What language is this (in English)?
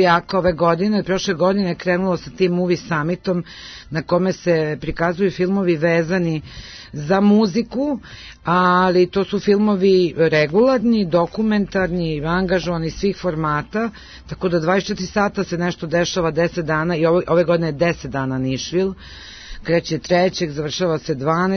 Serbian